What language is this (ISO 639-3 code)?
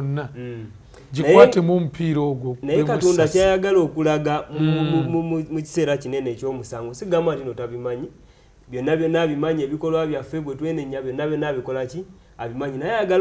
lug